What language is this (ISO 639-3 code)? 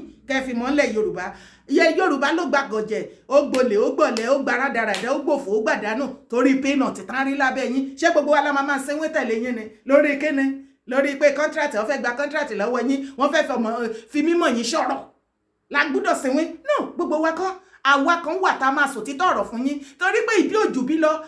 yor